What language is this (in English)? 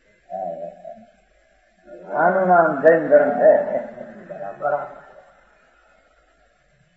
Gujarati